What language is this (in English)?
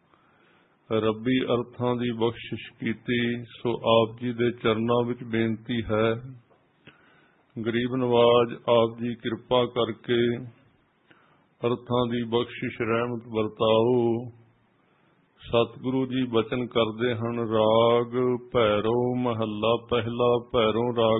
Punjabi